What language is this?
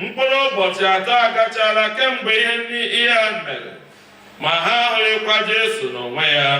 Igbo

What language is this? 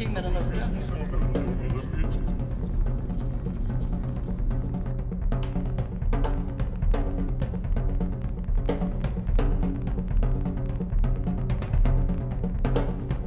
Danish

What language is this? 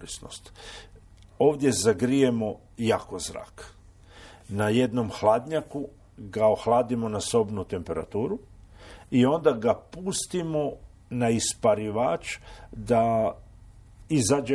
Croatian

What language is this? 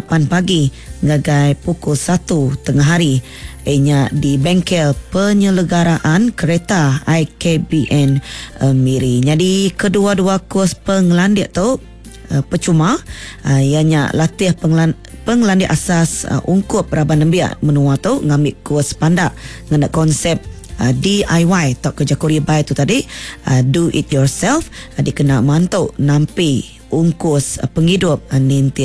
Iban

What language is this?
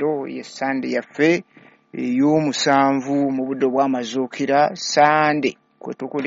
Ganda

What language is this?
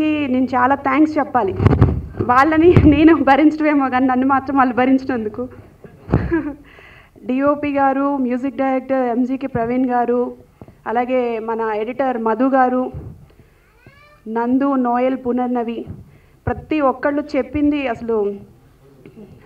Telugu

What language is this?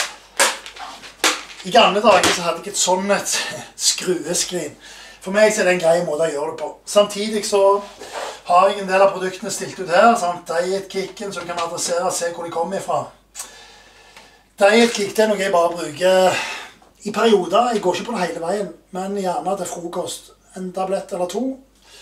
Norwegian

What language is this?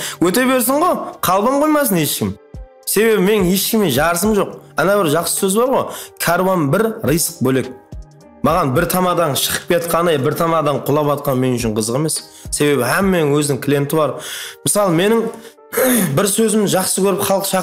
Kara-Kalpak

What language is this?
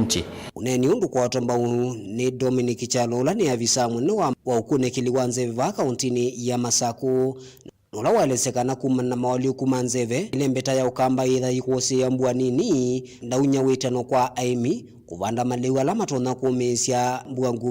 Kamba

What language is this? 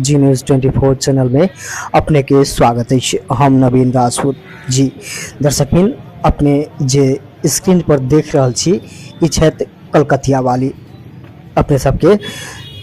Maithili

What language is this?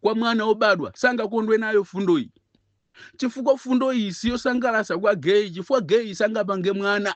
Nyanja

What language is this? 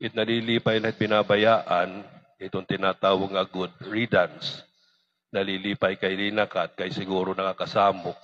Waray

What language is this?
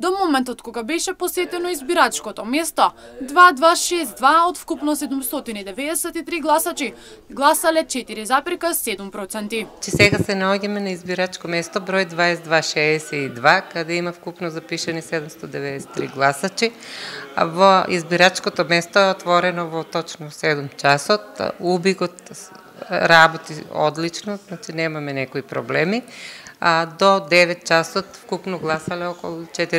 Macedonian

